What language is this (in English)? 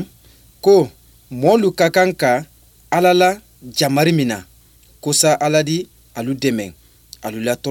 Bambara